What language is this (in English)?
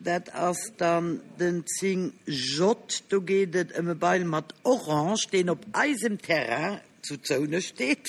Luxembourgish